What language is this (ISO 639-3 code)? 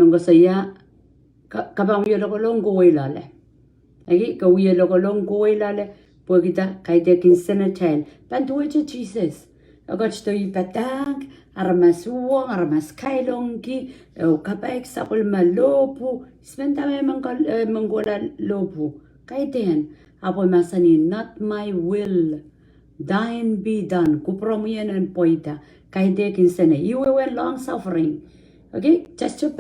pon